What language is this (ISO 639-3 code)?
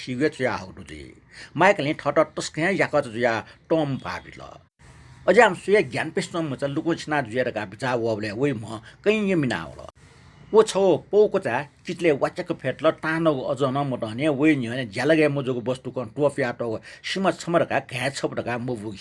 new